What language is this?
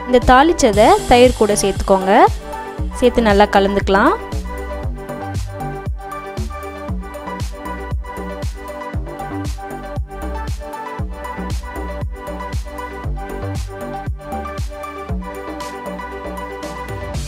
Tamil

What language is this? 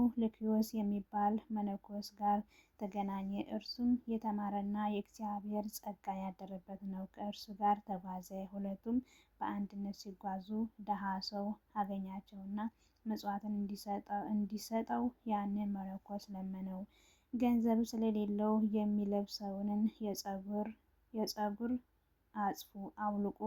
Amharic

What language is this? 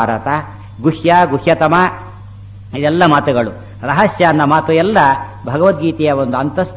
Kannada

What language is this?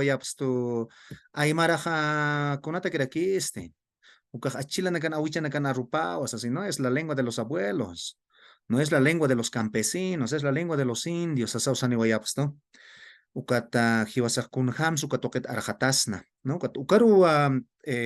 Aymara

